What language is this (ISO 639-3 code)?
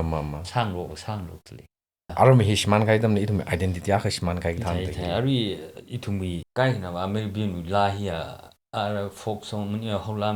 nmf